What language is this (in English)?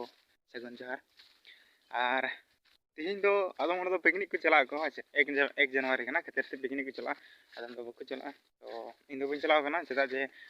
Santali